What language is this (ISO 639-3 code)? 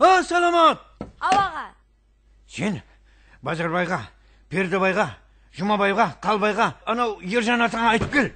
kaa